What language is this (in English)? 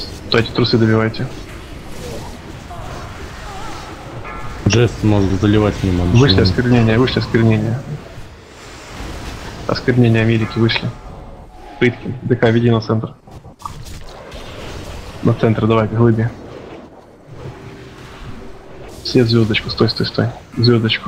Russian